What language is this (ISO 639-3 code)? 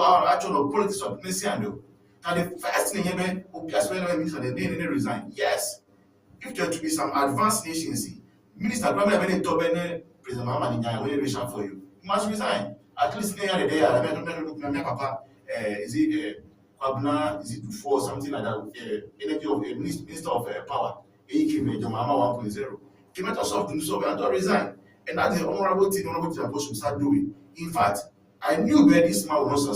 ewe